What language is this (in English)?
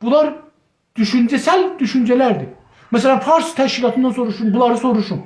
South Azerbaijani